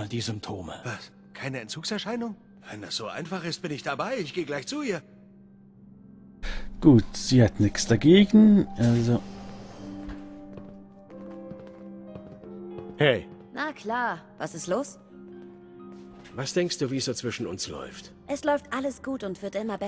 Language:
German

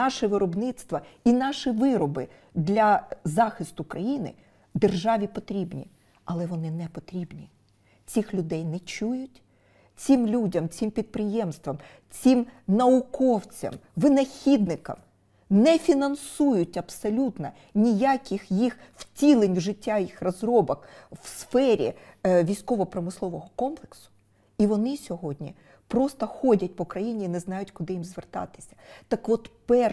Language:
Ukrainian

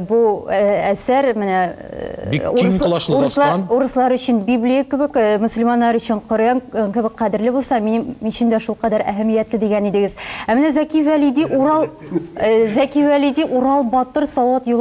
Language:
Tatar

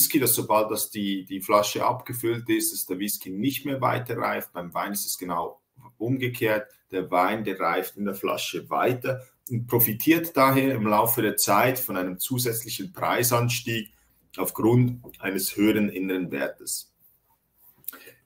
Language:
German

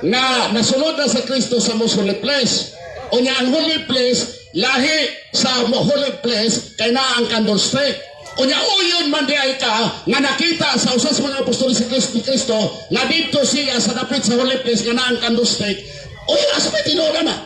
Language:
Cebuano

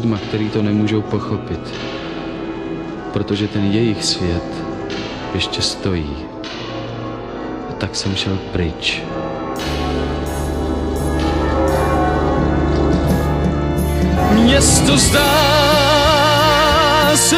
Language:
Czech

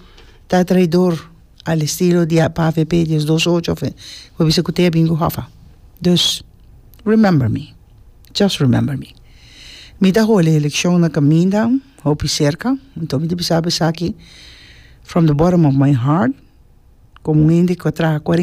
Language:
Papiamento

